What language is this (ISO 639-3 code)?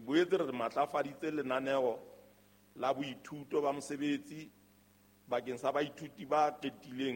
sot